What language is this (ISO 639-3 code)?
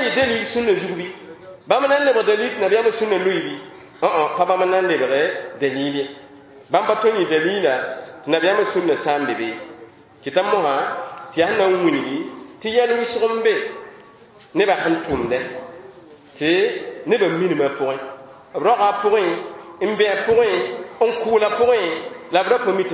mos